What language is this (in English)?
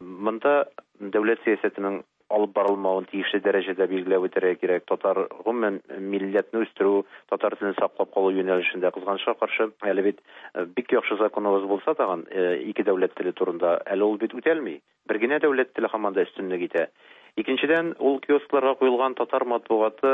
Tatar